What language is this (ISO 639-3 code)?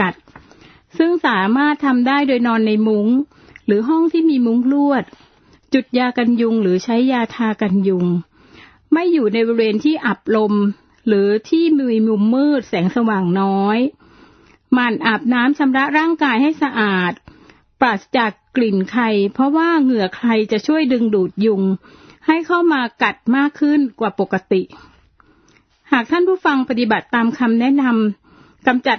tha